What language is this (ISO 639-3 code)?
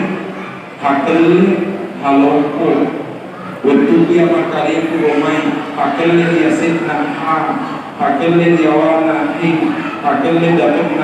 bug